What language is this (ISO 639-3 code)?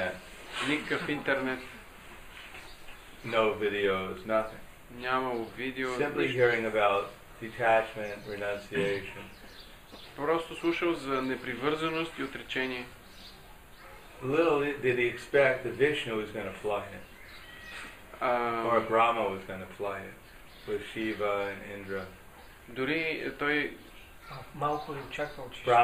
bul